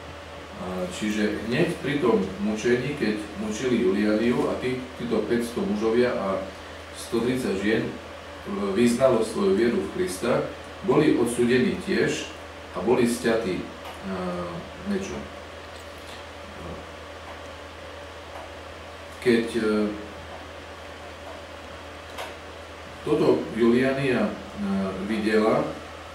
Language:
Slovak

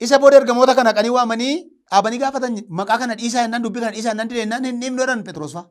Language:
Oromo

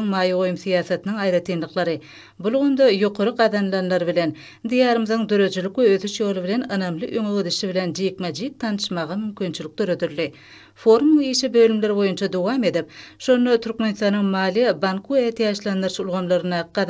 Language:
Turkmen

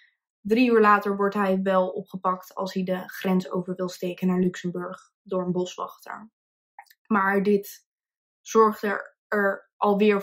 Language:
Dutch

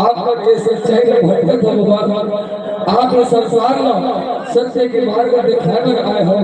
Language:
Chhattisgarhi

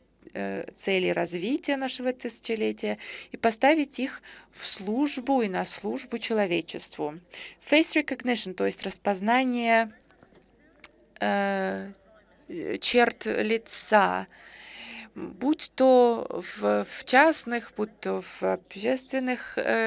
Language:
Russian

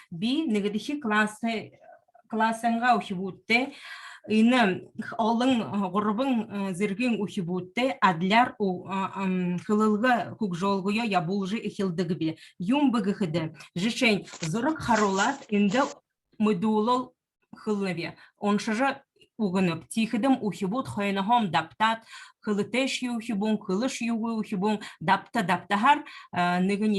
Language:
Buriat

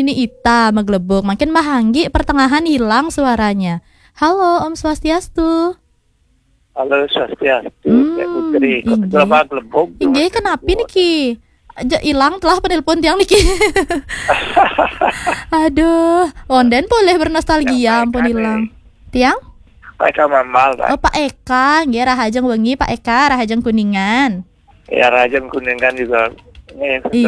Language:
Balinese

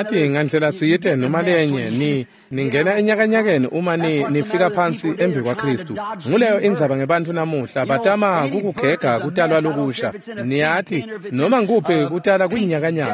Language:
Swati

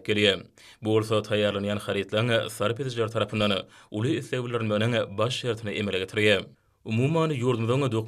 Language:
Turkmen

